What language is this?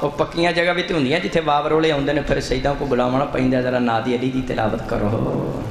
Saraiki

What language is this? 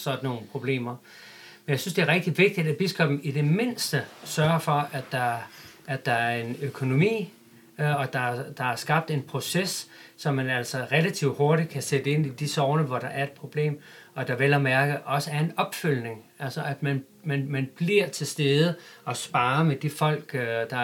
Danish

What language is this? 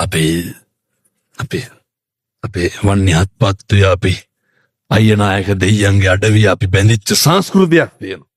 Sinhala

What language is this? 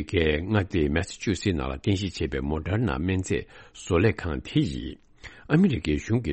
Tibetan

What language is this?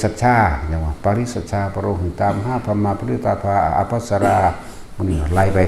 Northeastern Thai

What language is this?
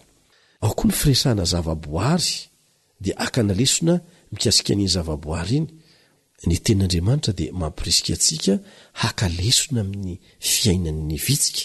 Malagasy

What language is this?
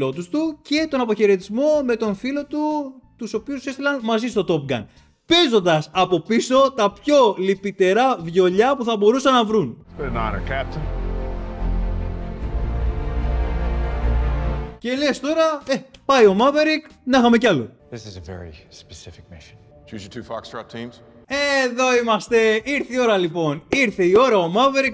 Greek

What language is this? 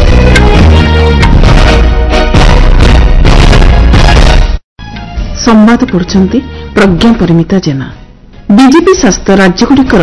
Odia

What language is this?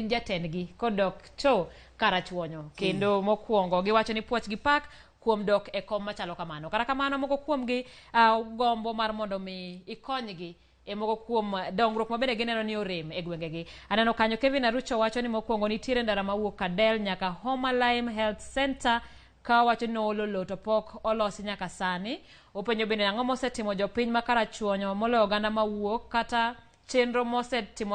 Luo (Kenya and Tanzania)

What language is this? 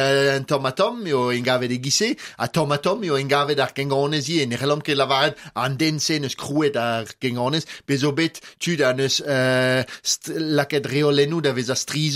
Breton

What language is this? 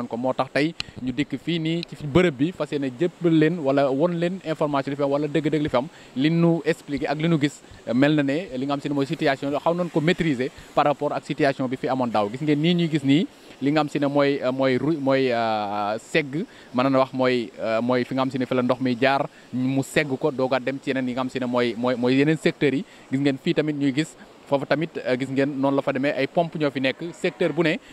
Wolof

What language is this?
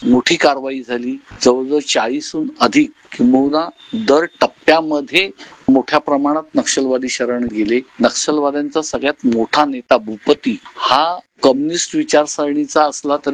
Marathi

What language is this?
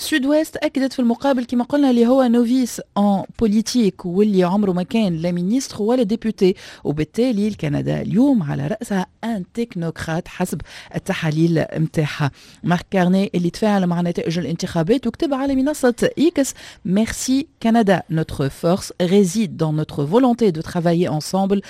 Tunisian Arabic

